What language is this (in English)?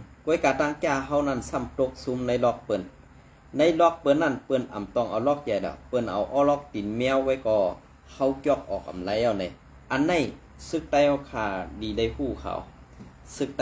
Shan